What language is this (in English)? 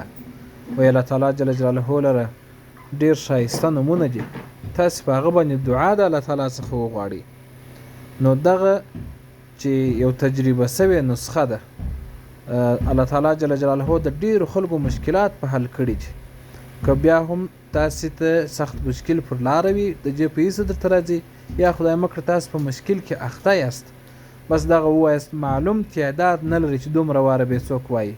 Pashto